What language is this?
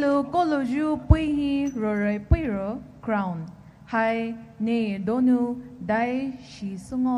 Poumei Naga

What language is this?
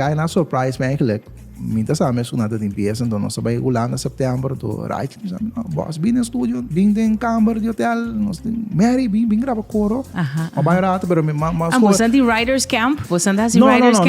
Papiamento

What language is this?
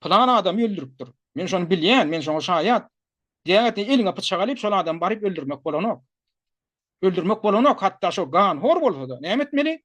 Turkmen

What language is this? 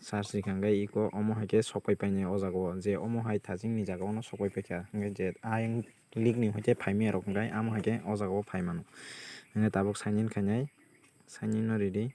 Kok Borok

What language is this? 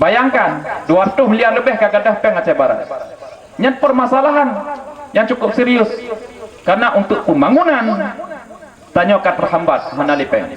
Achinese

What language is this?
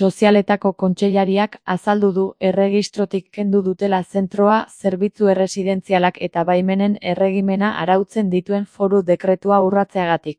Basque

